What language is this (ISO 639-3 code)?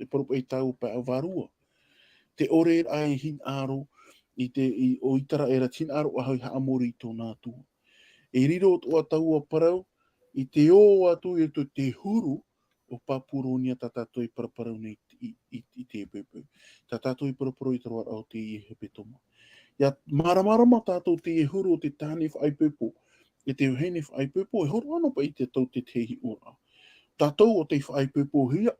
tah